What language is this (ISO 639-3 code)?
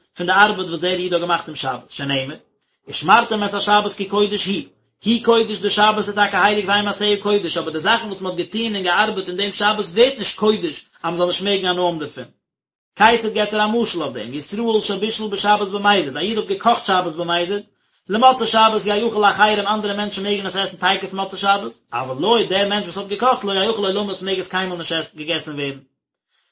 yid